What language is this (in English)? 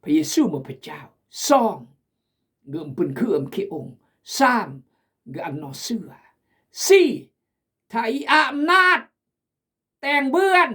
Khmu